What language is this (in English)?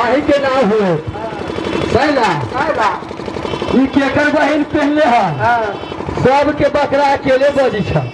Maithili